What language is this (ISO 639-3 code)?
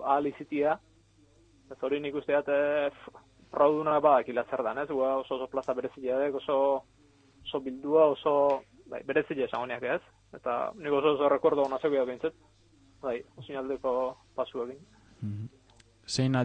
eus